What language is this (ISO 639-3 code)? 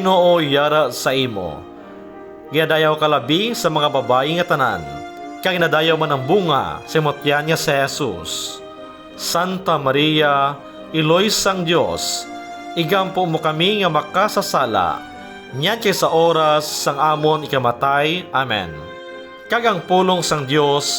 hil